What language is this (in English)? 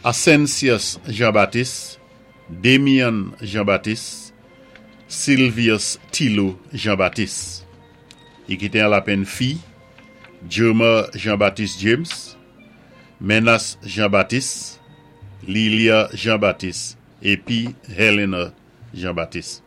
Saint Lucian Creole French